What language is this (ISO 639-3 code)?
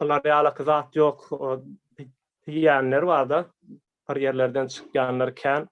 tuk